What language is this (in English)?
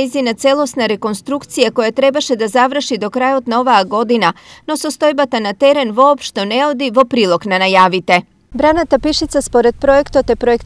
Macedonian